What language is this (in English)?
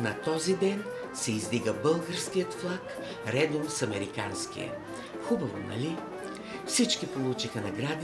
Bulgarian